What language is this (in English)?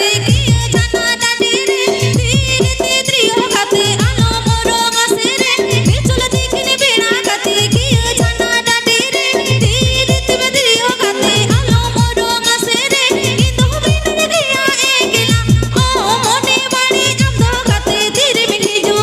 Santali